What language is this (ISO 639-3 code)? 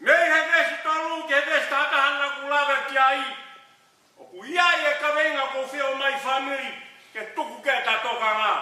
ton